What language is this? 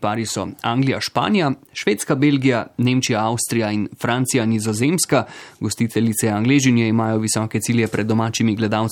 Slovenian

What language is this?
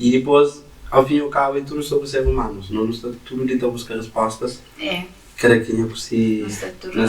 Kabuverdianu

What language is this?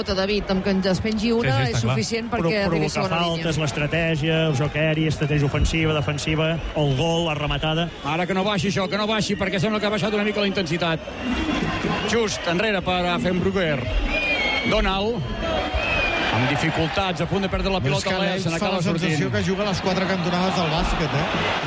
Catalan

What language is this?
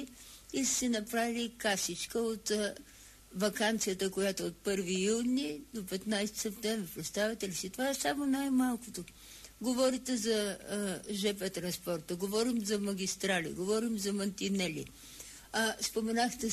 Bulgarian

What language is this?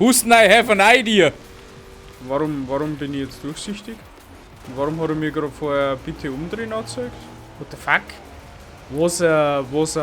Bavarian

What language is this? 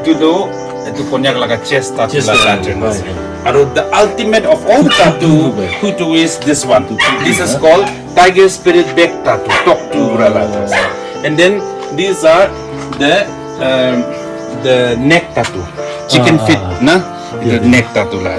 Naga Pidgin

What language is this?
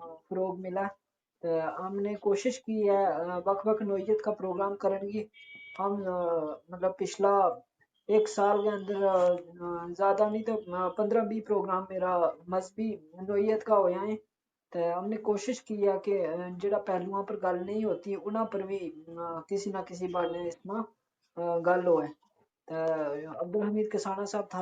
Gujari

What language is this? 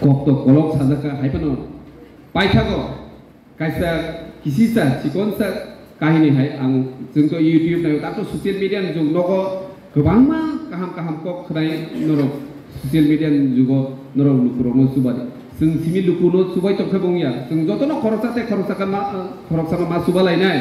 Kok Borok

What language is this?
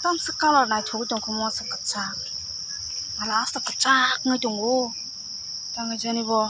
Kok Borok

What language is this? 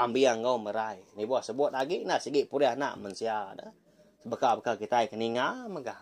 Iban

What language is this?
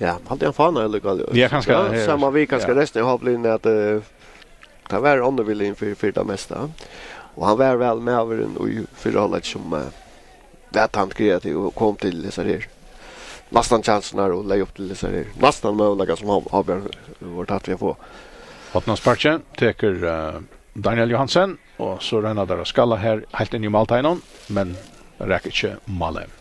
Faroese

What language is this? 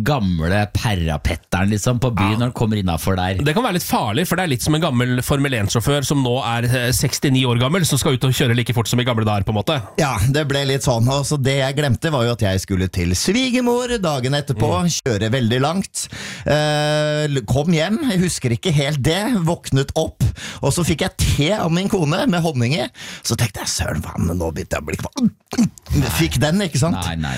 Norwegian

